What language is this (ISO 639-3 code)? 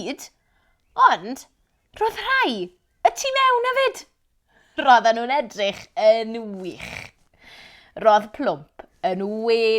cym